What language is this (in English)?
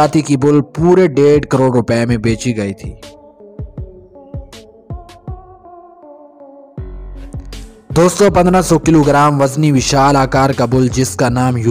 Hindi